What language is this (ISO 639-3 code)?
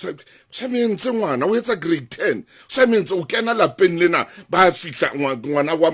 sot